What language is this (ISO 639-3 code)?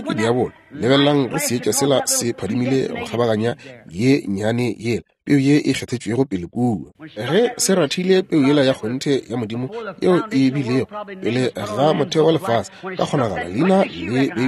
nso